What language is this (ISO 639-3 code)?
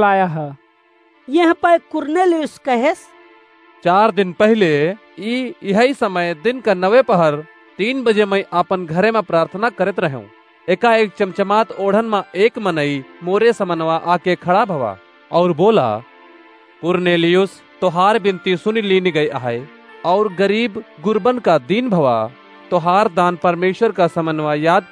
awa